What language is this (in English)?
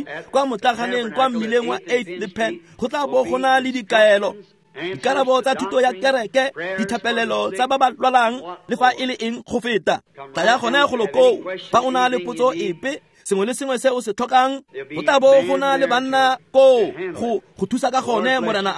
Tswana